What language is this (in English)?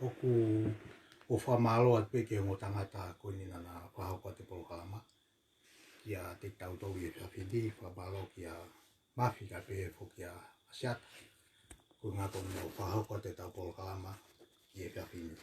Tongan